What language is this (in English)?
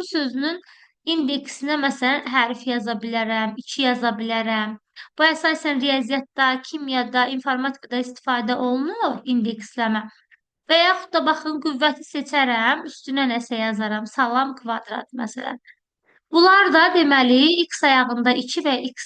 Azerbaijani